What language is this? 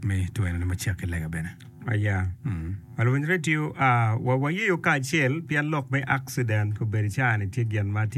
Acoli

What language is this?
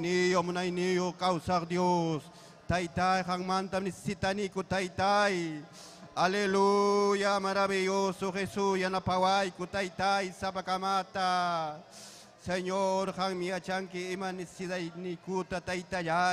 Ayacucho Quechua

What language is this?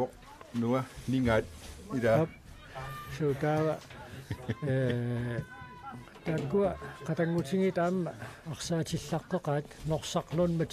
Kalaallisut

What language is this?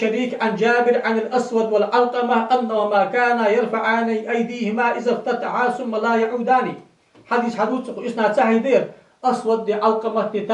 Ingush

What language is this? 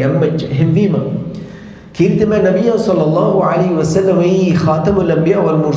Divehi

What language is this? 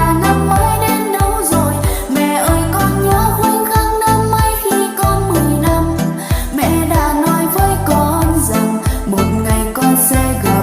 Hmong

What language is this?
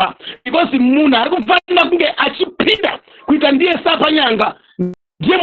Shona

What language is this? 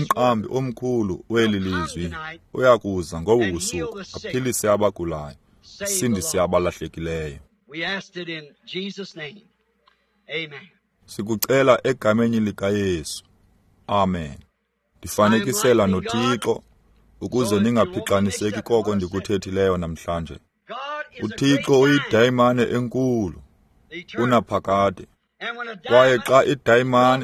Xhosa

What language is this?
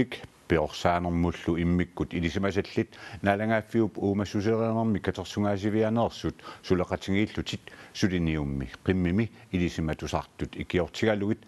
Kalaallisut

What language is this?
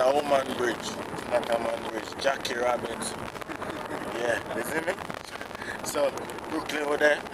Jamaican Creole English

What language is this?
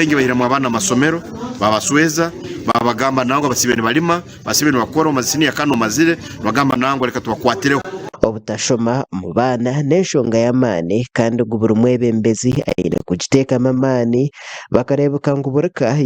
Nyankole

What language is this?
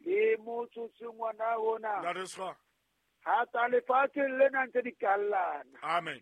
Southern Sotho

